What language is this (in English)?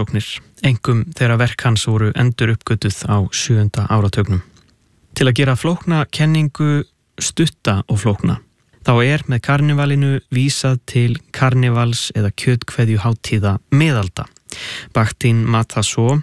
Icelandic